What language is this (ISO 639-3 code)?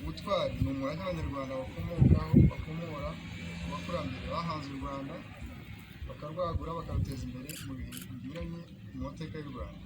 kin